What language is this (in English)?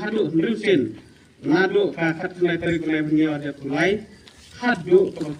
Khasi